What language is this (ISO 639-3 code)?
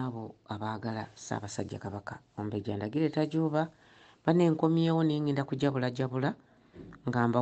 lug